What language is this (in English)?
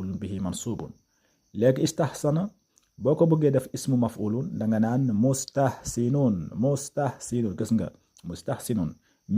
Wolof